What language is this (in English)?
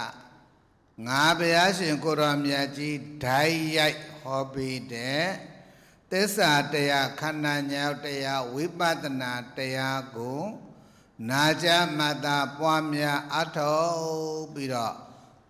Burmese